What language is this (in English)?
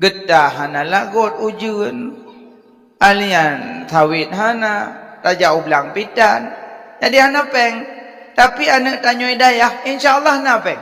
Achinese